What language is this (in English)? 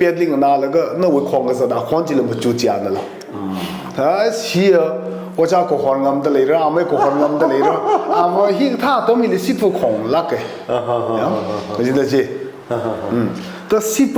Tangkhul Naga (India)